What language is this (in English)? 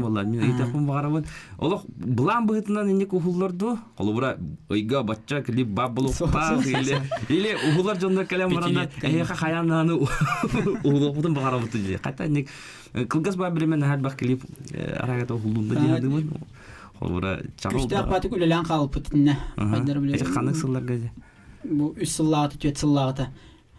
Yakut